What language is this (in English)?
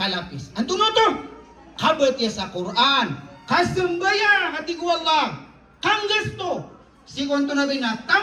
Maranao